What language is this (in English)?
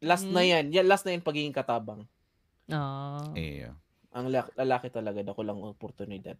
Bikol